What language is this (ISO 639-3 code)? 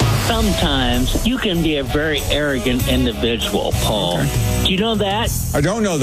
eng